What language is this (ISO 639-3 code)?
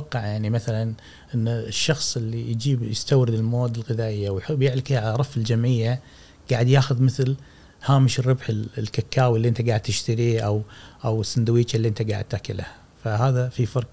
afb